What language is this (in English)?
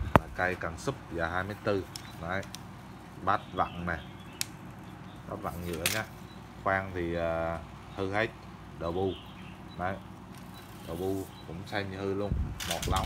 Vietnamese